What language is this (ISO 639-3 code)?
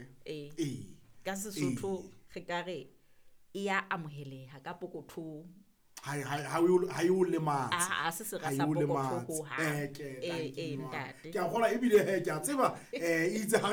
sot